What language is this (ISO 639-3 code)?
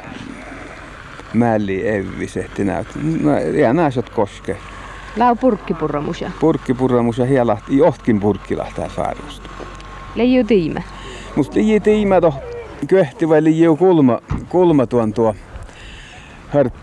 fin